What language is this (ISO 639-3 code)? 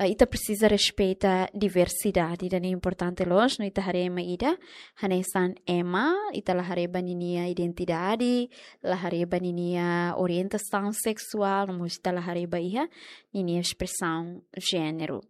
tet